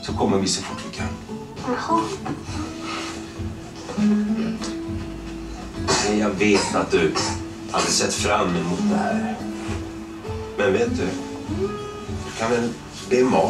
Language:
Swedish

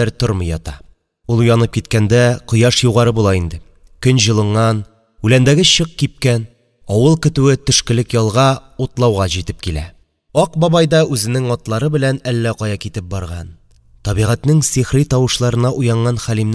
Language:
Tatar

